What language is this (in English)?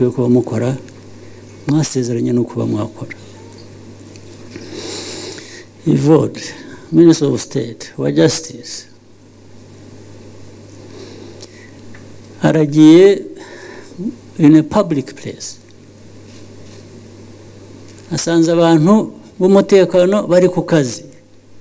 Kinyarwanda